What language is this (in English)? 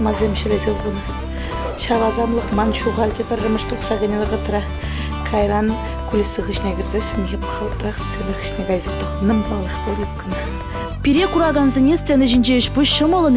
Chuvash